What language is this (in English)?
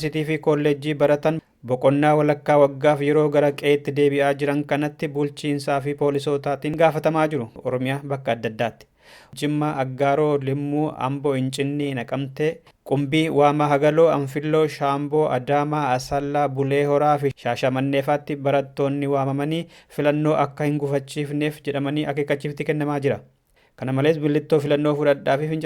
Oromo